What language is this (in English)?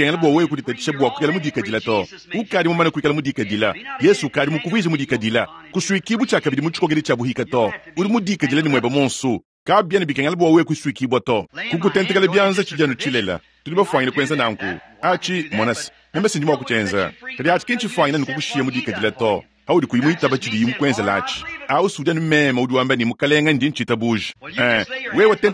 Luba-Lulua